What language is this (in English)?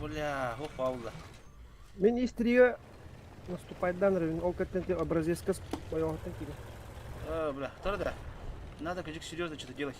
Yakut